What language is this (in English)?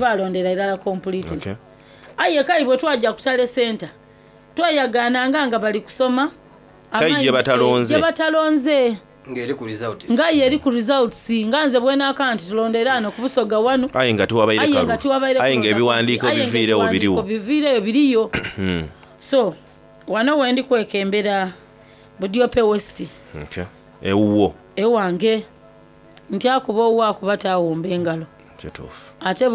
Soga